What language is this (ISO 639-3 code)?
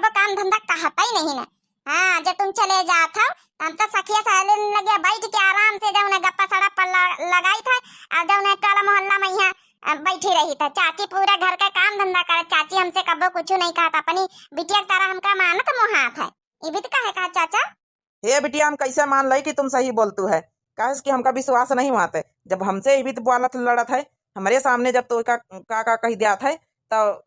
awa